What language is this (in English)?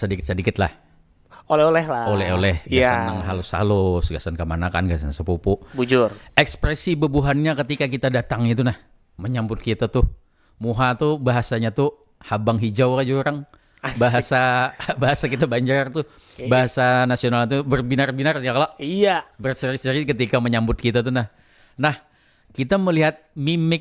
Banjar